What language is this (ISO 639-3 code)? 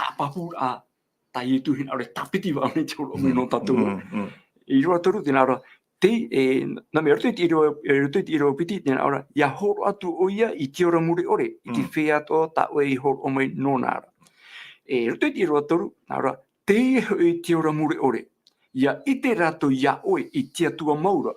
tah